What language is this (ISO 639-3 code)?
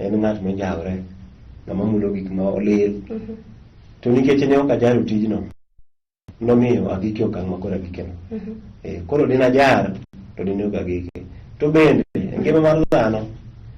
luo